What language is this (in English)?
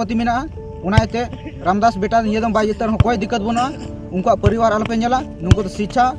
Santali